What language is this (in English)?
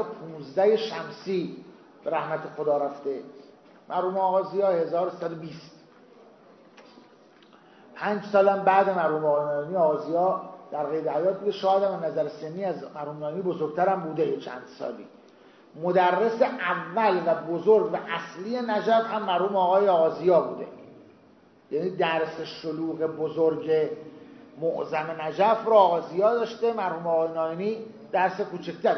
Persian